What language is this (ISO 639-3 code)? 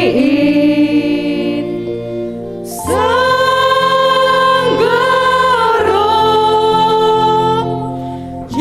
bts